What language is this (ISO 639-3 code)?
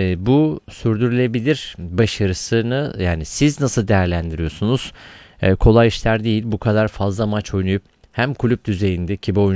tur